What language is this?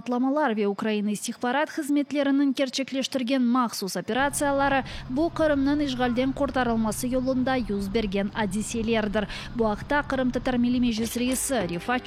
Crimean Tatar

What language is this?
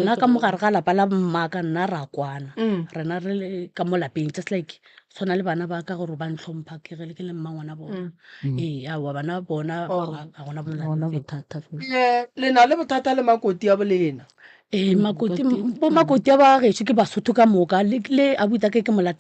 Northern Sotho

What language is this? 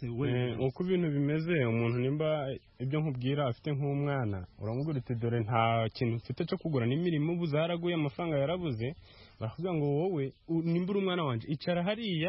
Kinyarwanda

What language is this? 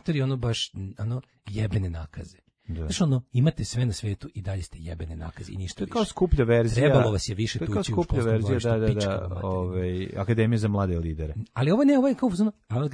Serbian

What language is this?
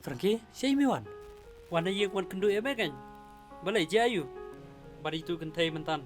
Khasi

